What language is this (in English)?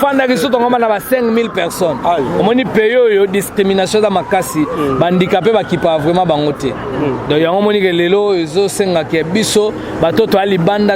Lingala